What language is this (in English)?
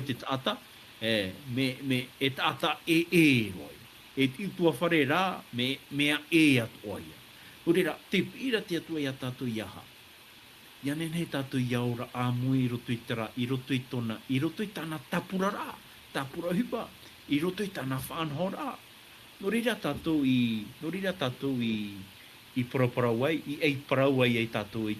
Tahitian